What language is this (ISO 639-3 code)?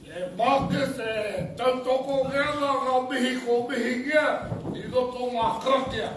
mri